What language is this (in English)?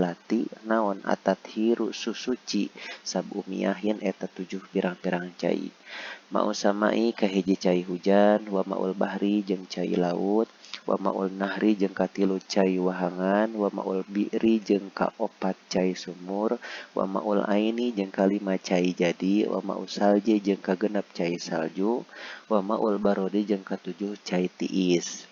Sundanese